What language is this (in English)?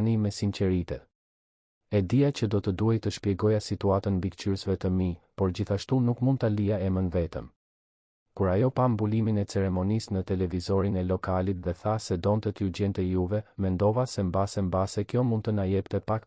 Albanian